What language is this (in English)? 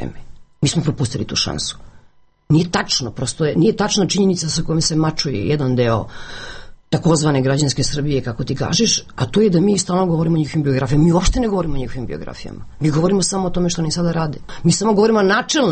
Serbian